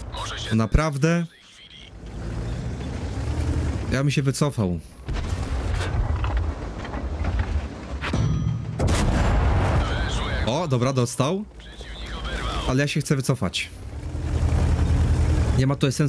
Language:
Polish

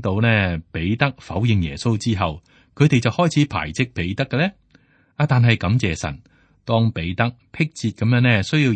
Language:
Cantonese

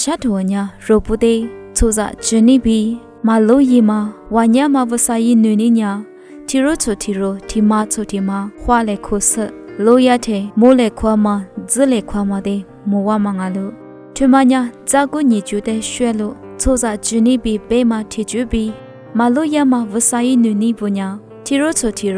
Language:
Lisu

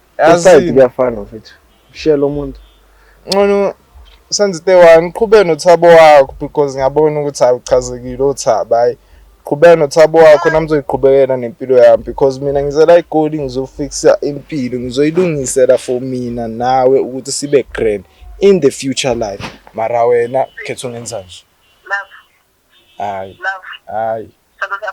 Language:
Zulu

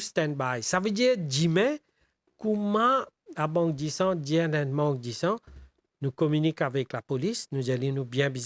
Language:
Morisyen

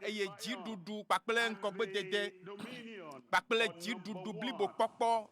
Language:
Ewe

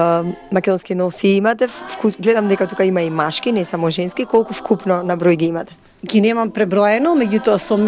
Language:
Macedonian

